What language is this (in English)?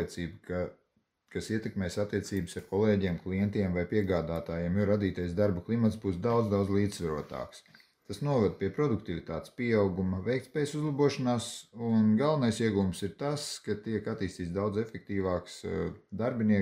Latvian